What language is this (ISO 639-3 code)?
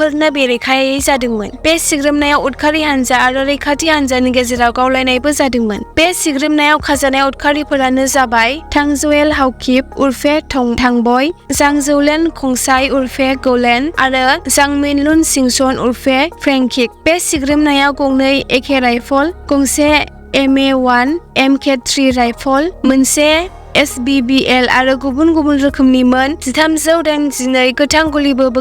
brx